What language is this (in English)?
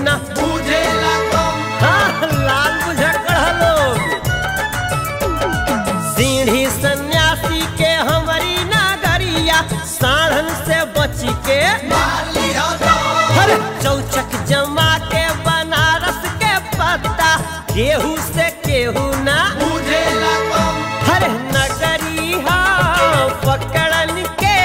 Bhojpuri